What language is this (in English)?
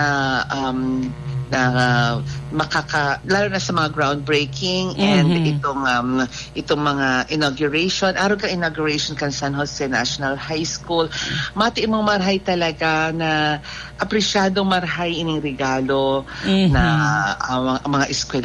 Bikol